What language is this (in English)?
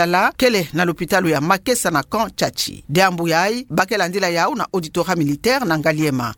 Kituba (Democratic Republic of Congo)